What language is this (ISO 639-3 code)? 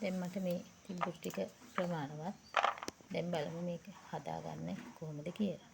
sin